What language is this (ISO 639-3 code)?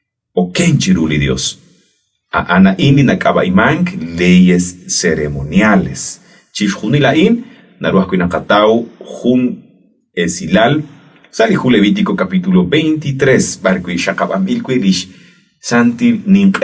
kek